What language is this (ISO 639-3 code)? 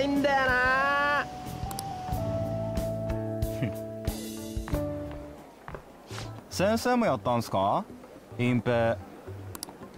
jpn